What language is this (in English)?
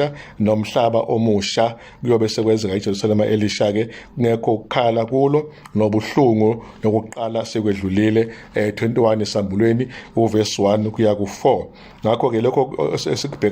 Zulu